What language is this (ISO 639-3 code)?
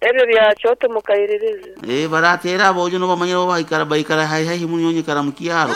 nyn